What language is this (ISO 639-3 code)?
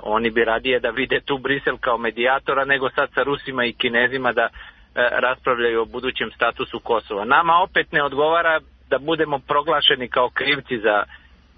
srp